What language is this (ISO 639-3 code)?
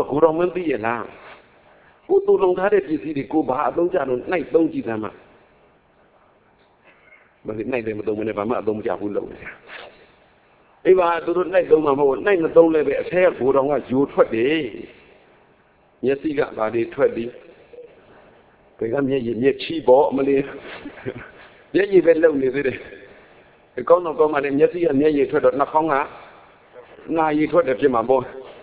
mya